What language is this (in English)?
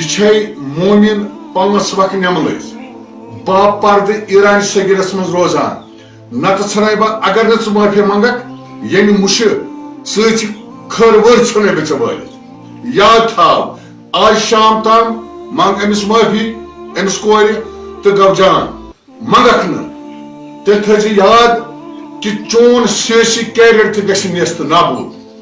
Kashmiri